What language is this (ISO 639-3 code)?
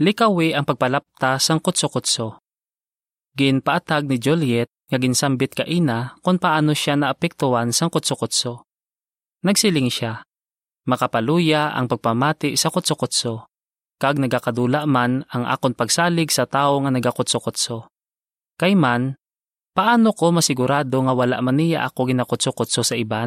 hil